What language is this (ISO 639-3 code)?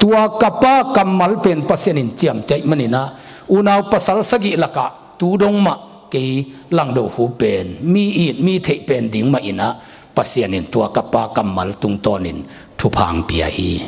ctd